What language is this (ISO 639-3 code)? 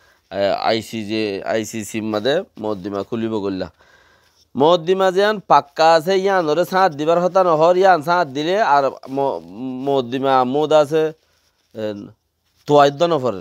rhg